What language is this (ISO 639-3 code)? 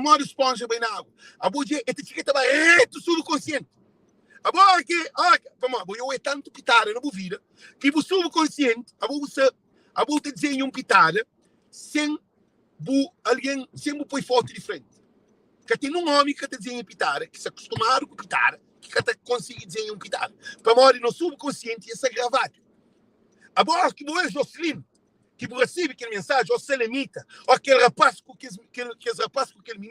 kea